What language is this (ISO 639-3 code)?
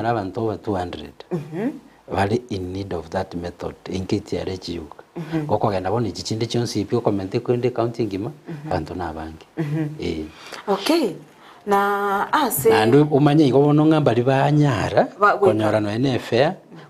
guz